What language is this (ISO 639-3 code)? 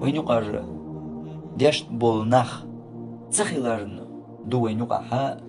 che